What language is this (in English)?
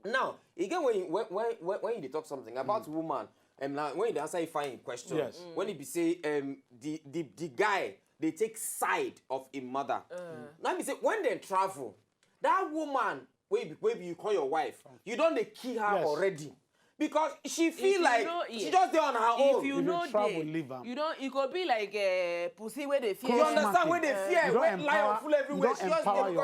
Nigerian Pidgin